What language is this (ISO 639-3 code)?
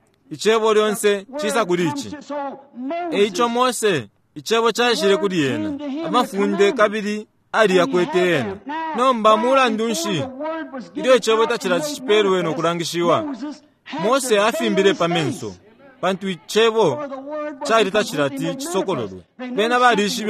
bem